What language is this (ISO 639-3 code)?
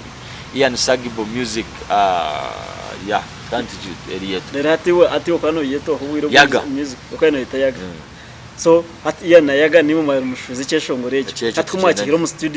nyn